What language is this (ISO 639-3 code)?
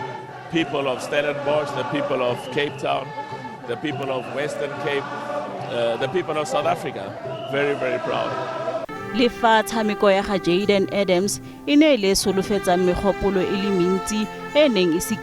tsn